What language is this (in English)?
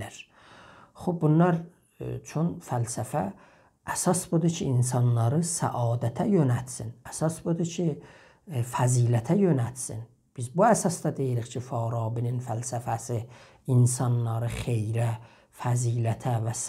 South Azerbaijani